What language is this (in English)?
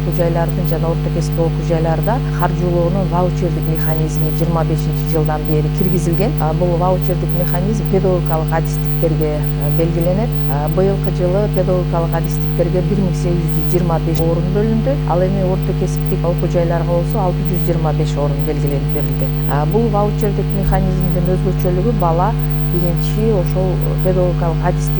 Kyrgyz